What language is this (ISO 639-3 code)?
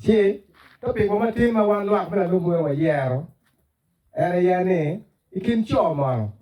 ach